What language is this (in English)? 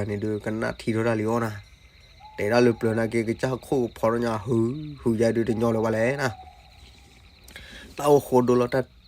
S'gaw Karen